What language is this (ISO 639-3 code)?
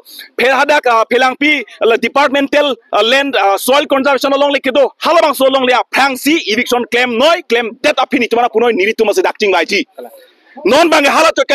mjw